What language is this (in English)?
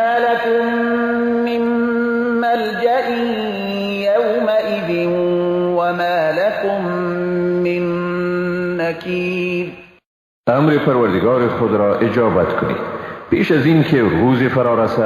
Persian